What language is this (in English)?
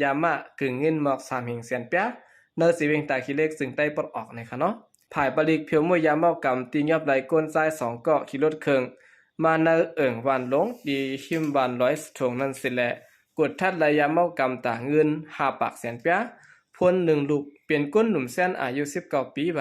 Shan